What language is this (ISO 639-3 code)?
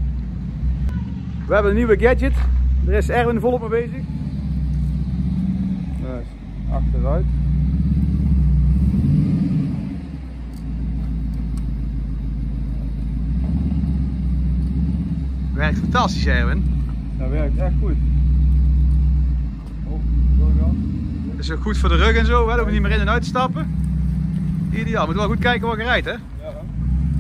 nld